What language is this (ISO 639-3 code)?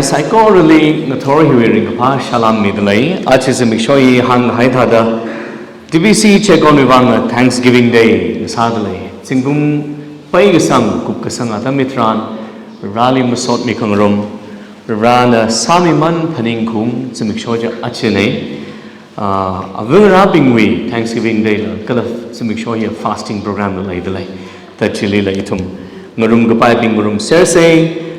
nmf